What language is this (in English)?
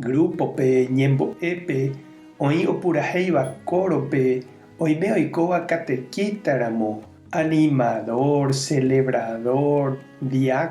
Guarani